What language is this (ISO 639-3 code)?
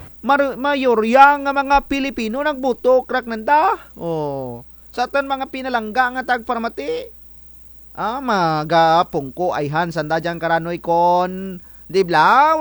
krj